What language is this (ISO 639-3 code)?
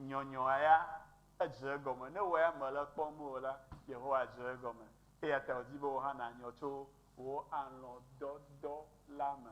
ewe